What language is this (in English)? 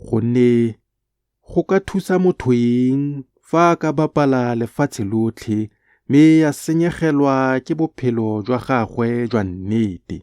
Tswana